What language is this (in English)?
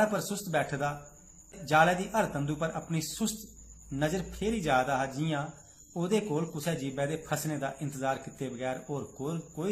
Dogri